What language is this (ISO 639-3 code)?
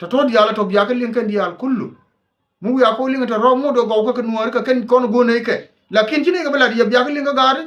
nus